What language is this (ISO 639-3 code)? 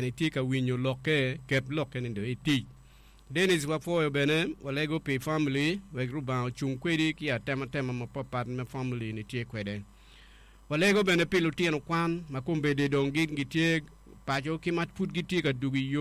ach